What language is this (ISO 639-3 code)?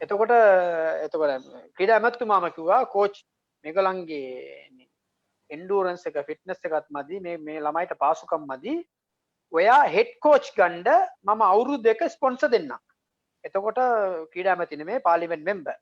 sin